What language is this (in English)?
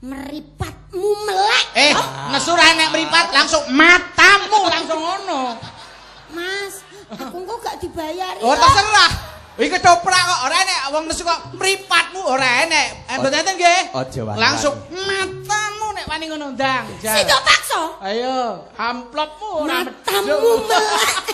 Javanese